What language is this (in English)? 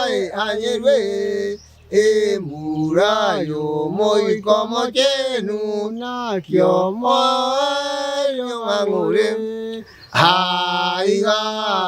Gusii